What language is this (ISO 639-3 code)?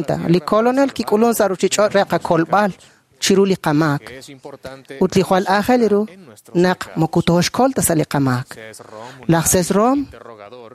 kek